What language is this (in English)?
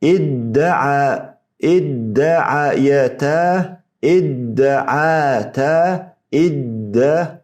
Chechen